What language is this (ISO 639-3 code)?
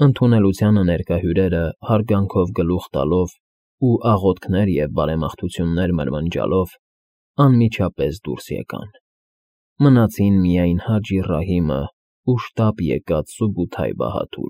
hye